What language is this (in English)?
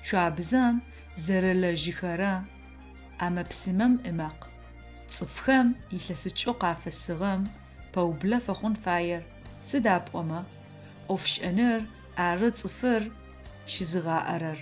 Adyghe